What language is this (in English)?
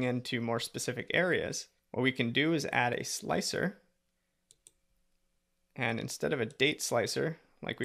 English